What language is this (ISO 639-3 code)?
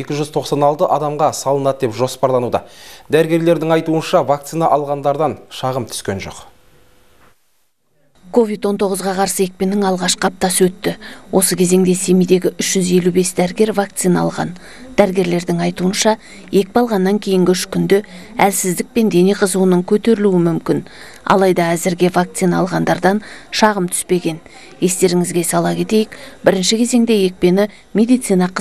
kaz